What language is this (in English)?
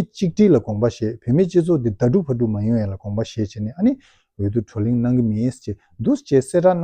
Tibetan